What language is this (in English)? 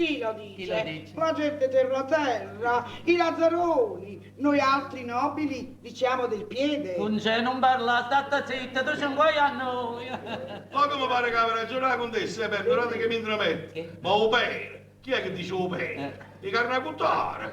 Neapolitan